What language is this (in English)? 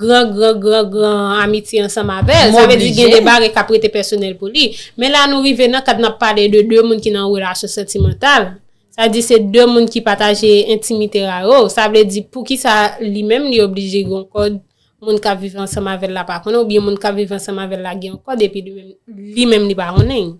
Haitian Creole